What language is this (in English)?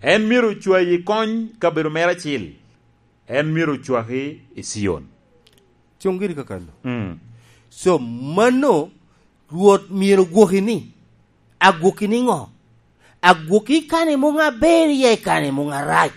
Lango (Uganda)